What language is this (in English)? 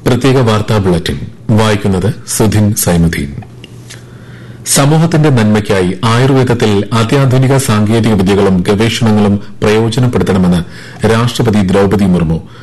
Malayalam